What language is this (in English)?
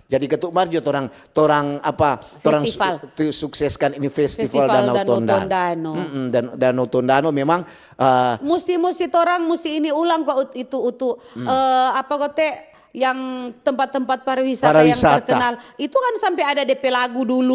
Manado Malay